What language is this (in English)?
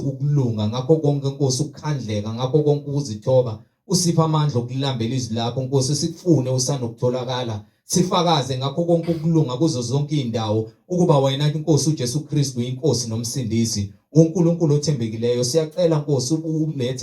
Zulu